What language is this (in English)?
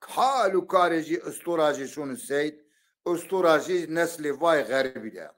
Zaza